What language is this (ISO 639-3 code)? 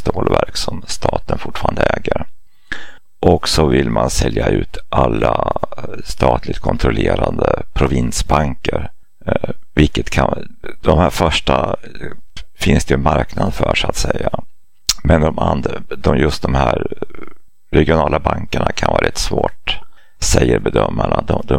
swe